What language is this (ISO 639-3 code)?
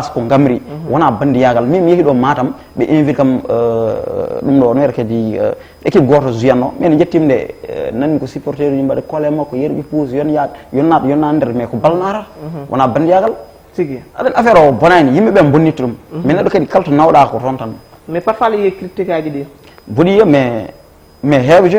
ful